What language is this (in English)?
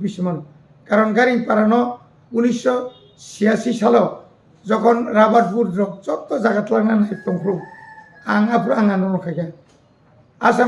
Kok Borok